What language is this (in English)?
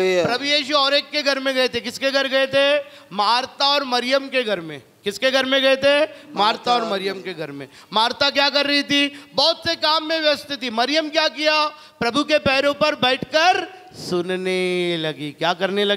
Hindi